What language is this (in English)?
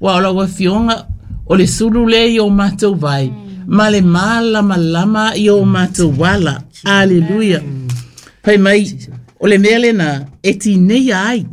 Samoan